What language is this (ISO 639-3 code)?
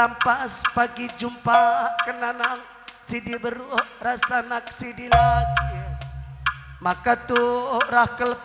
btx